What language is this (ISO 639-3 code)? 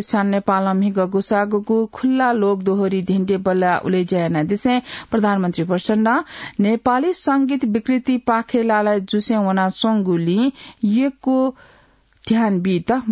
new